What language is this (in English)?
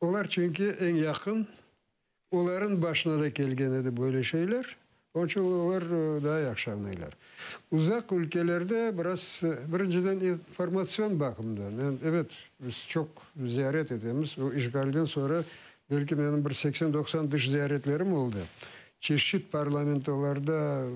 Crimean Tatar